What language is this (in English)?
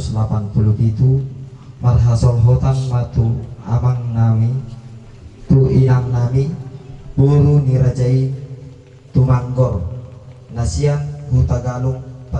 Batak Toba